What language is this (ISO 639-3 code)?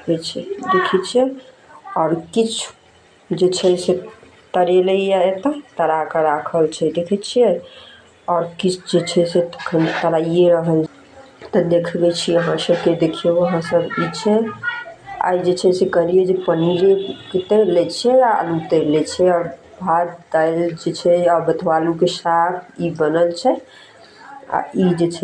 mai